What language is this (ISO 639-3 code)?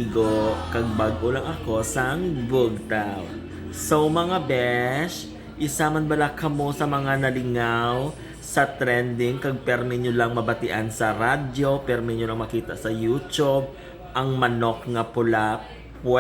hil